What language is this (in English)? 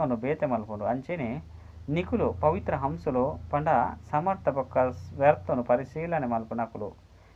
Tulu